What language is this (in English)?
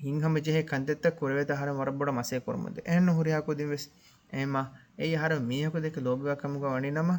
Divehi